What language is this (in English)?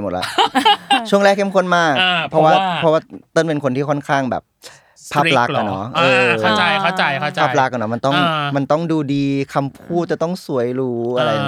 Thai